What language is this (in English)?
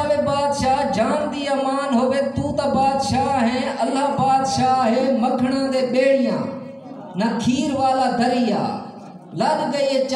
Saraiki